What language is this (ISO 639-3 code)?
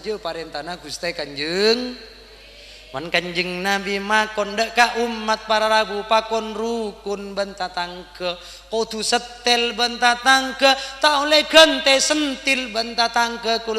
mad